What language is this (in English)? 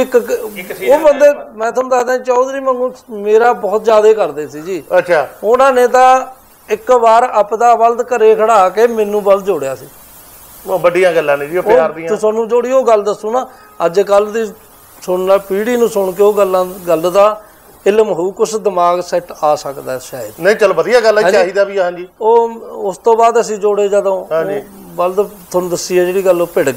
Punjabi